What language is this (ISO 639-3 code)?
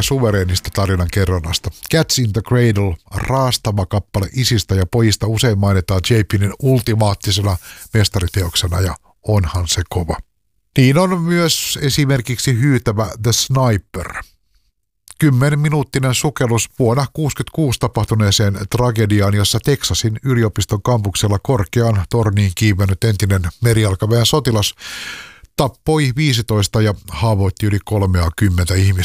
fin